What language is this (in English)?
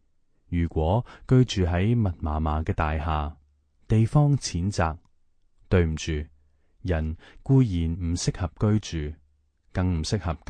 Cantonese